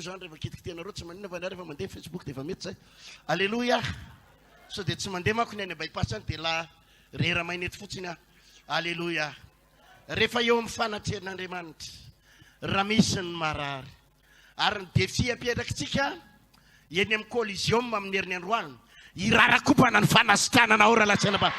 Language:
Malagasy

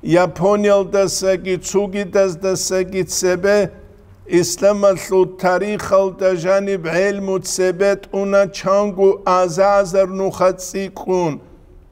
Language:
Avaric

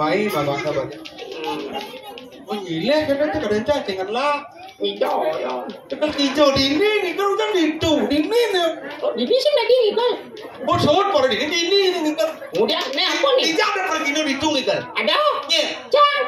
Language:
Balinese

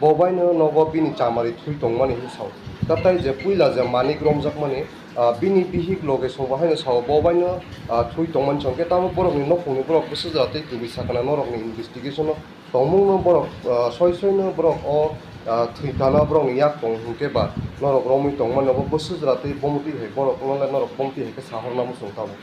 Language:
Kok Borok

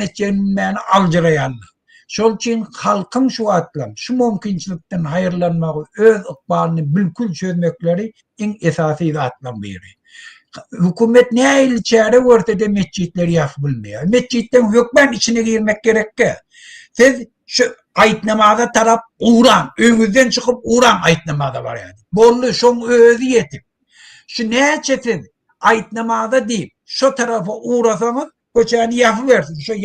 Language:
Turkmen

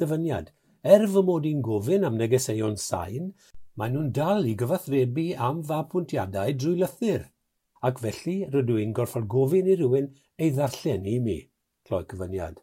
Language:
Welsh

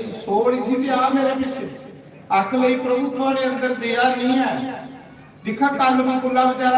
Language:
Dogri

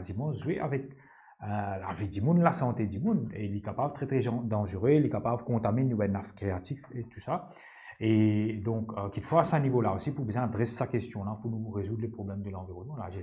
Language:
Morisyen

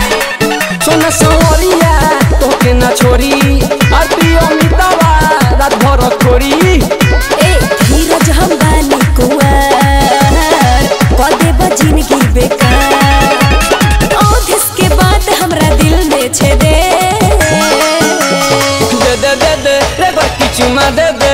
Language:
Bhojpuri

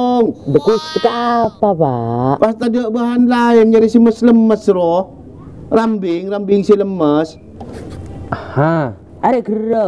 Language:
Madurese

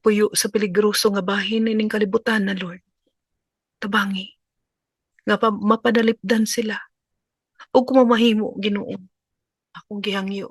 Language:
Cebuano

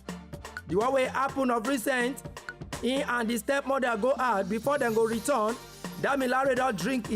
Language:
Nigerian Pidgin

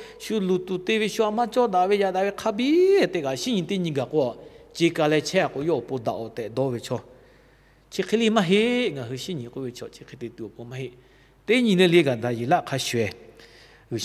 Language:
Lahu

